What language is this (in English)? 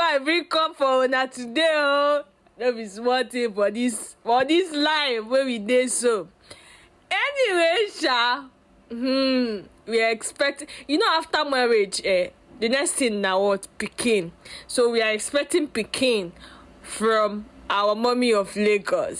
Nigerian Pidgin